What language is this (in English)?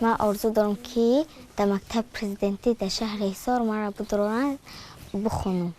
Tajik